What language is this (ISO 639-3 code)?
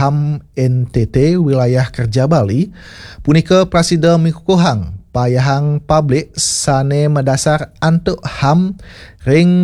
ban